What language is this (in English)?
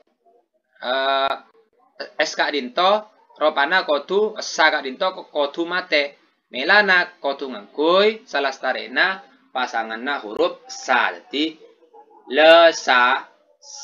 Madurese